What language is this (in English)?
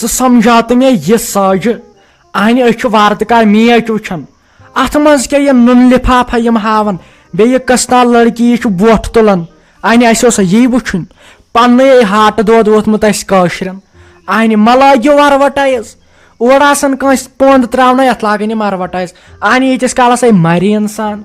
Kashmiri